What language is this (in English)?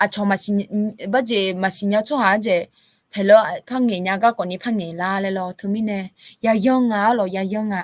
Akha